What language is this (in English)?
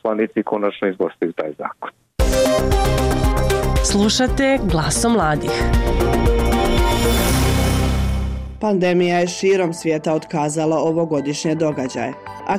Bosnian